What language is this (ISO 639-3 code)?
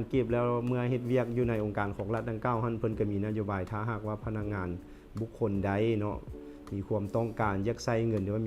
lao